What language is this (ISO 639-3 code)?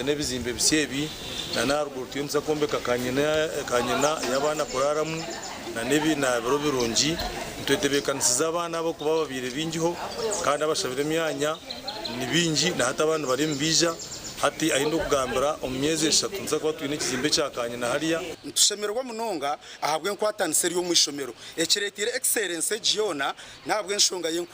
nyn